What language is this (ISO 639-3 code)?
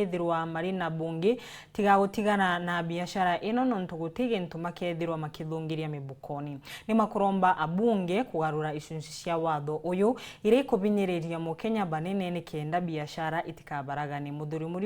mer